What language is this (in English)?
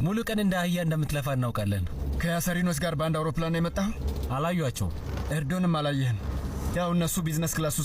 Amharic